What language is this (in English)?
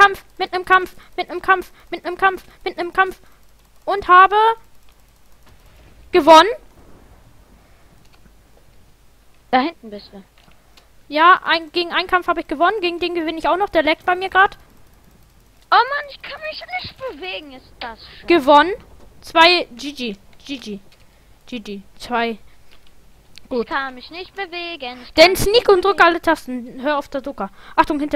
German